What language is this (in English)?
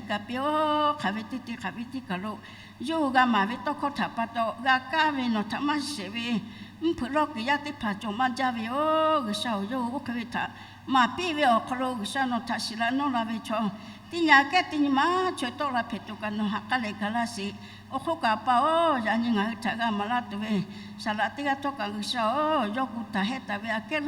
Lahu